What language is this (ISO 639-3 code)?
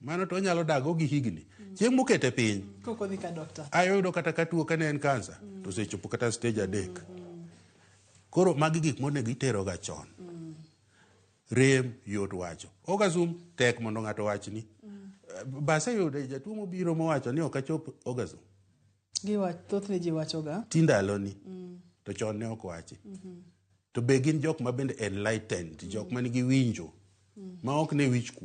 luo